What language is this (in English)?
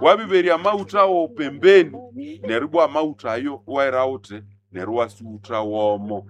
Nande